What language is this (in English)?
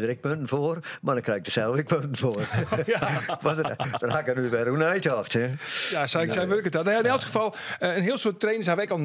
Western Frisian